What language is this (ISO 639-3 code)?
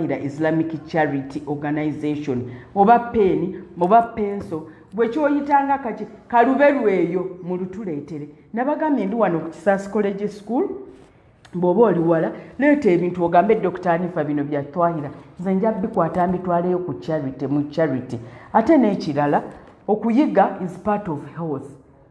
lug